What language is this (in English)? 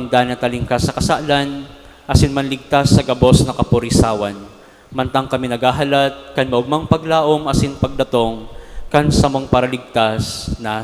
Bikol